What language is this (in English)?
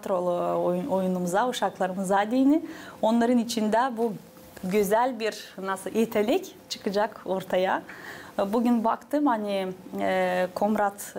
Gagauz